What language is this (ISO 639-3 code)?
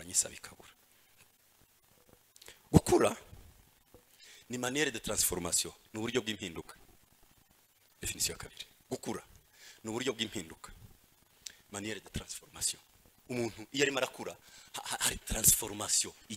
kin